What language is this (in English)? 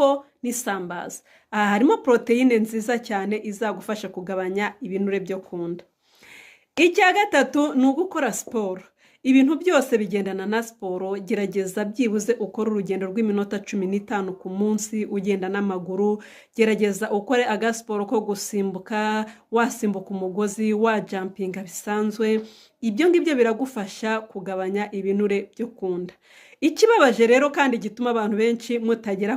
Kinyarwanda